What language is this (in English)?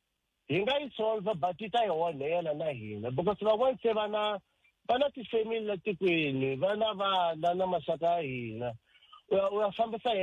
Tsonga